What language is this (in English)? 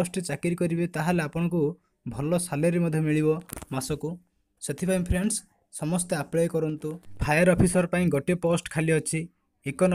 Odia